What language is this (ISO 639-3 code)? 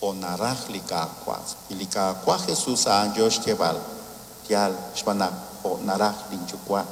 kek